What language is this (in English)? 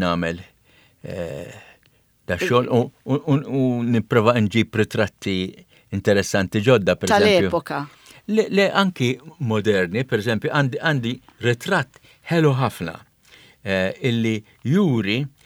Maltese